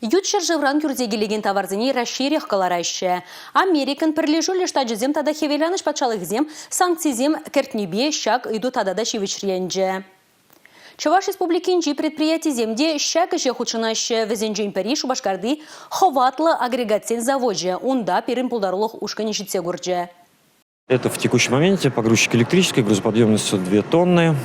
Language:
Chuvash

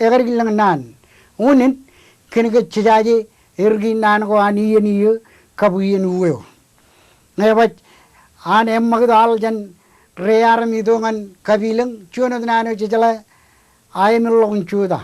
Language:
Marshallese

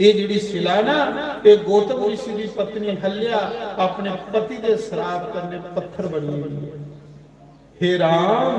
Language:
Dogri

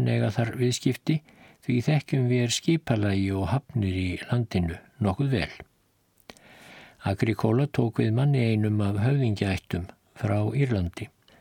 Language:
Icelandic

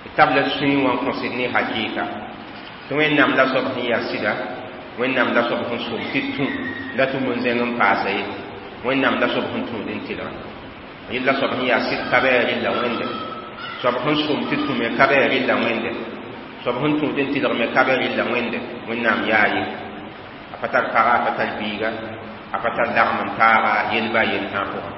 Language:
Mossi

